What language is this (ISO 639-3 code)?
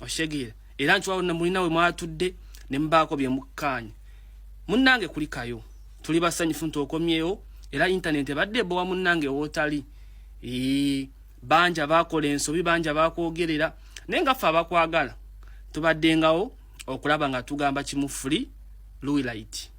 lug